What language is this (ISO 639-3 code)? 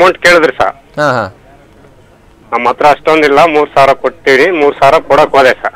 kan